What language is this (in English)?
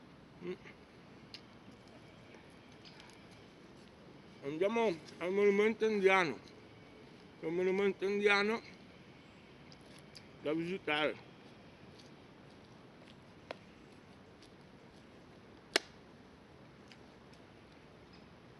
Italian